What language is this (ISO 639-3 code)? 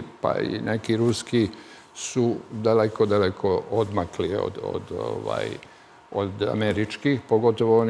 srp